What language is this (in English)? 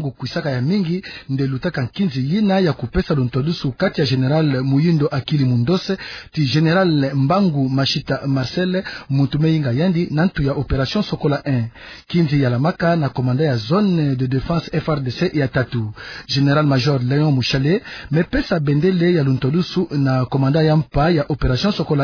Kituba (Democratic Republic of Congo)